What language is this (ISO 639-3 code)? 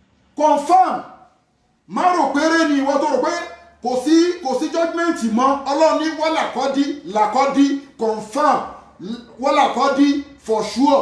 yor